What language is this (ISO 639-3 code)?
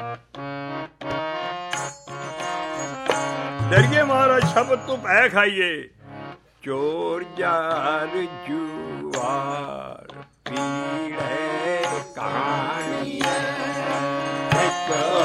pan